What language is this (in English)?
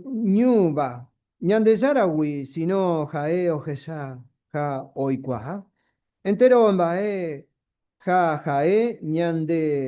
Guarani